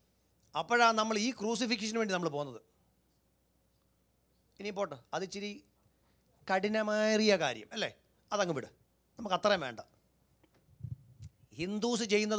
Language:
Malayalam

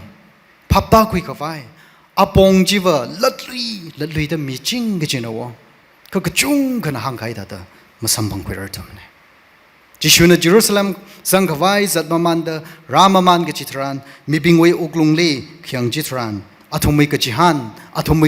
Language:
Tangkhul Naga (India)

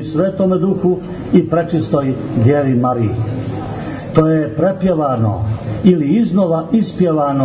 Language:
Serbian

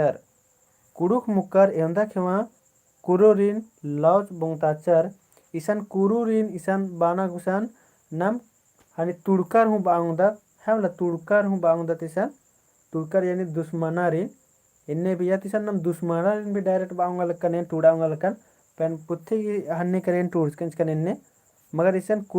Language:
Kurukh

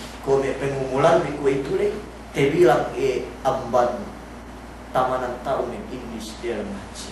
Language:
Yakan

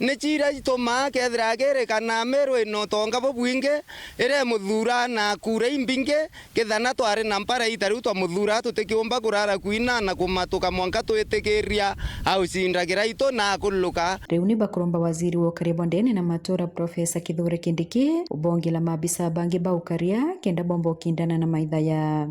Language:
Meru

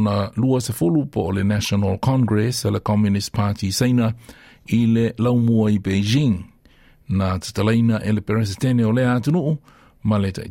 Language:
Samoan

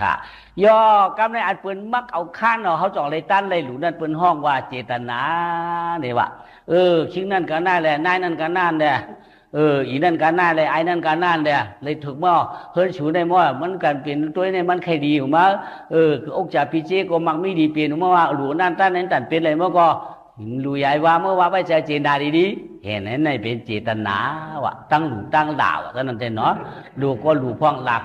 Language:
Shan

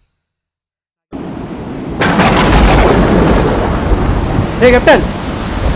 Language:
Telugu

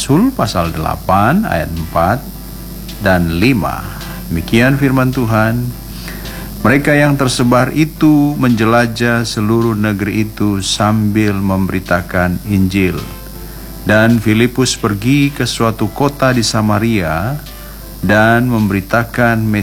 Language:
Indonesian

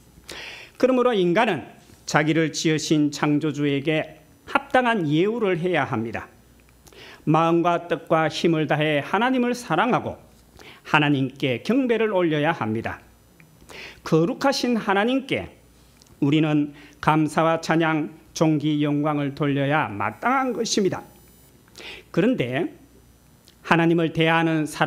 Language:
Korean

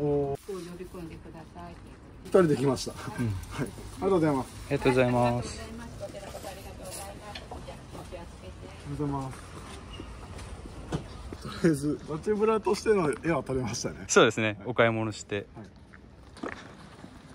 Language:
Japanese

